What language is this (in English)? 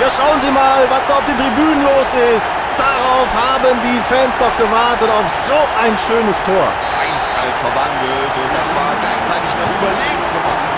Bavarian